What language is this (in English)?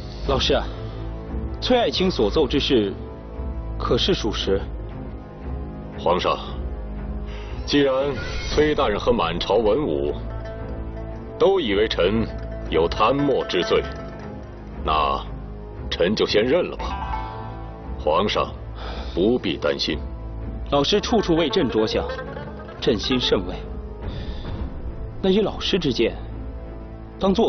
Chinese